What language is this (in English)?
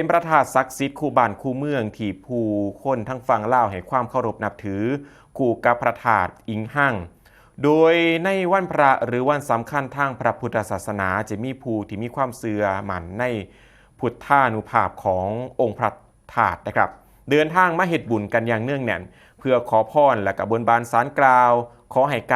Northeastern Thai